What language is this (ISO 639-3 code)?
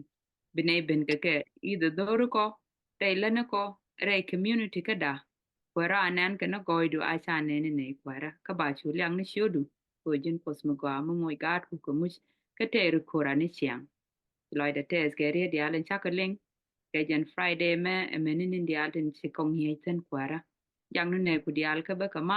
nus